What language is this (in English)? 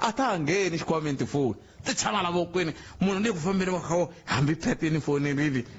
Tsonga